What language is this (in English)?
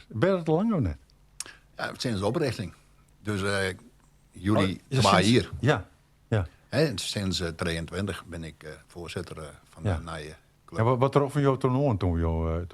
Western Frisian